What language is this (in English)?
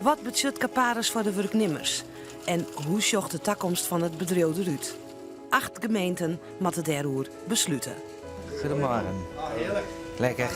Western Frisian